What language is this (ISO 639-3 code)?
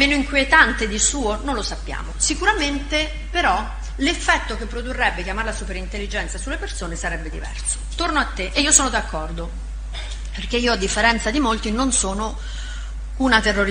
ita